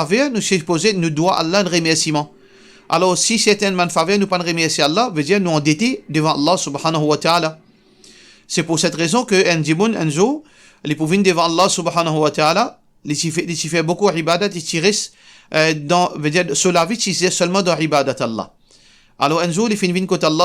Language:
Morisyen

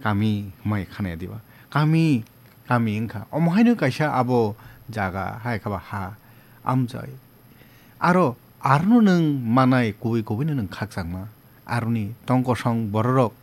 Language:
Kok Borok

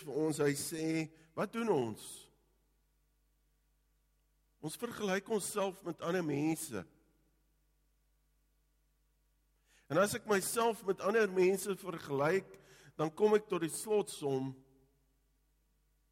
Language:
Afrikaans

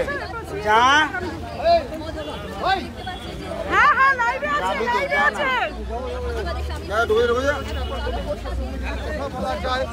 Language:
Bangla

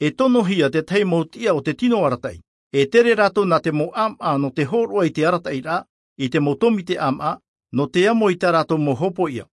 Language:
Tahitian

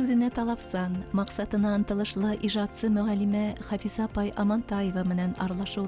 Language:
Bashkir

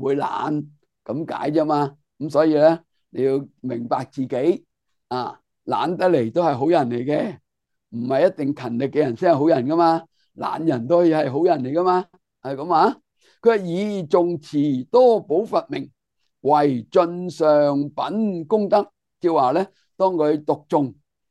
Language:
Cantonese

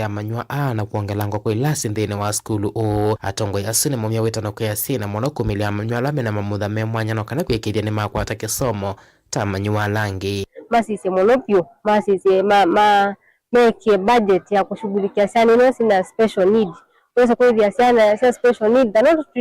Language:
Kamba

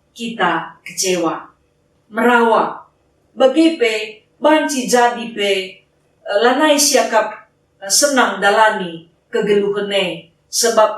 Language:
Batak Karo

